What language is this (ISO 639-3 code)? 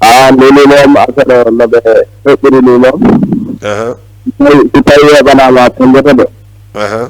ful